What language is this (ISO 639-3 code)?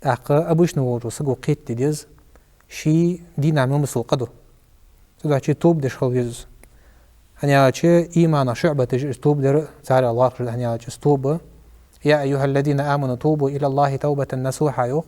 inh